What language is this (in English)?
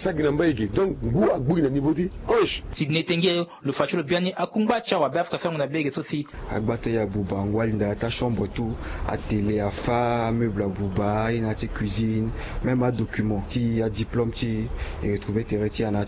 Sango